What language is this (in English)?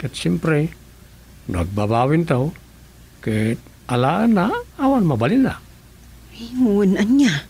Iloko